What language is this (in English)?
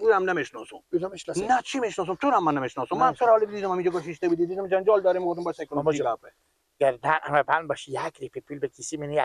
Persian